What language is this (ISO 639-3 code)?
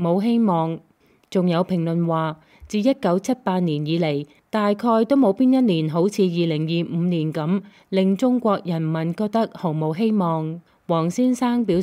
yue